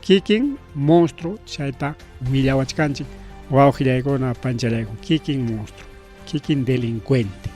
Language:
Ayacucho Quechua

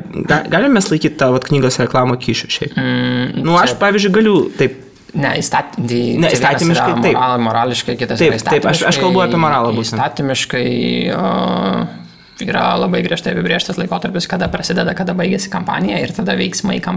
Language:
Lithuanian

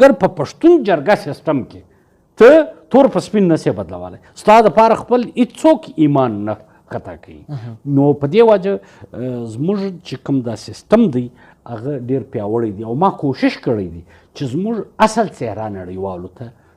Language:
Pashto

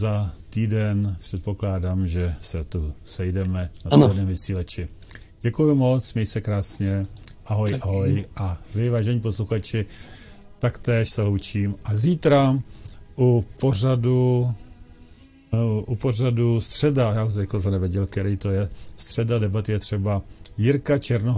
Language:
Czech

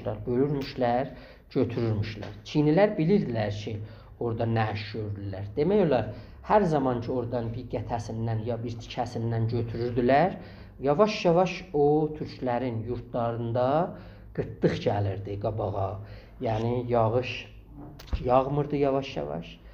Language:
South Azerbaijani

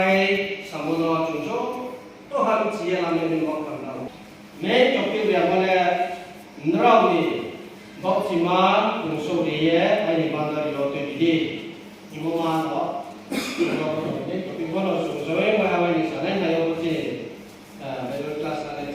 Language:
Riang (India)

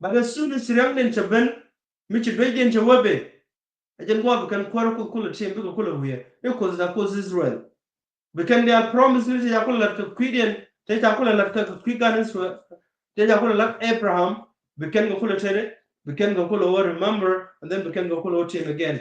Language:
Nuer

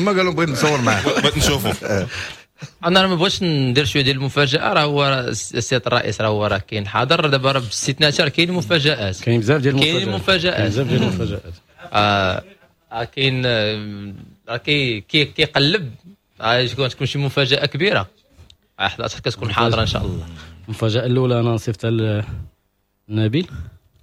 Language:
Moroccan Arabic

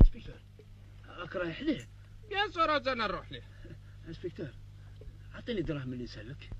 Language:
Algerian Arabic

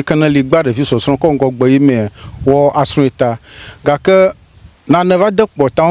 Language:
Ewe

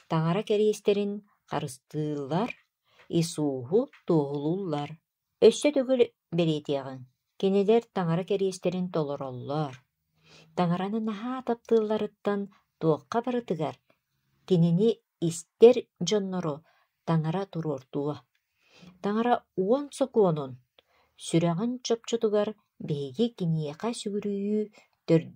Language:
Yakut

